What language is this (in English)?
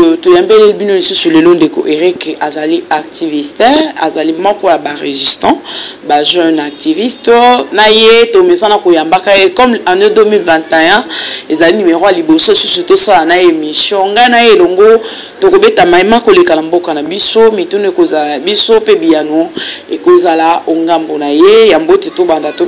Lingala